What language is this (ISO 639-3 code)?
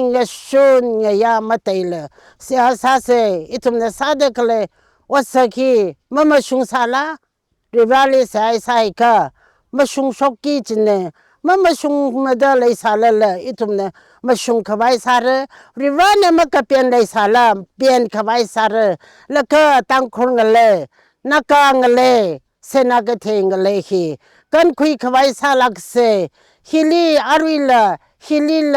nmf